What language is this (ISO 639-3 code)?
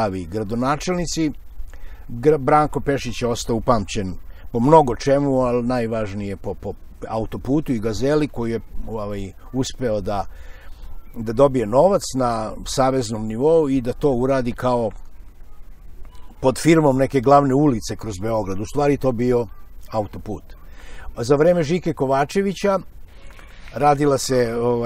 srp